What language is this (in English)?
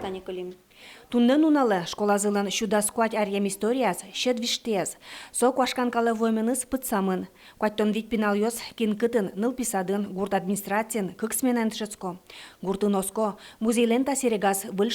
Udmurt